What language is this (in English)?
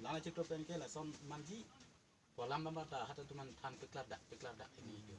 Karbi